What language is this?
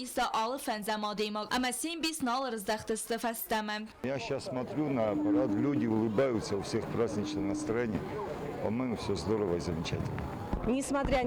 Ossetic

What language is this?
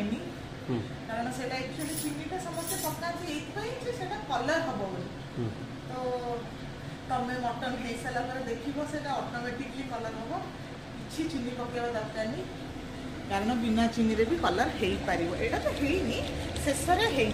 Odia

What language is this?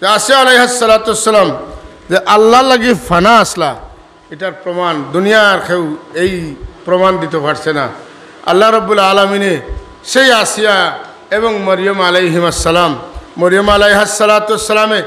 Sylheti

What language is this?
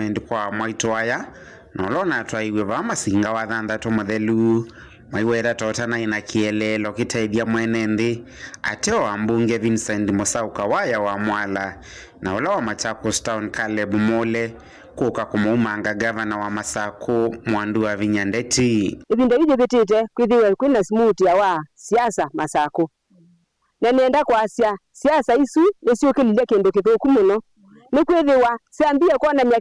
Kamba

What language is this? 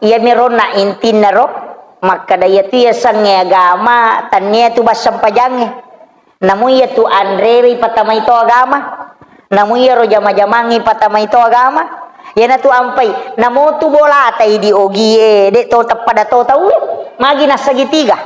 Buginese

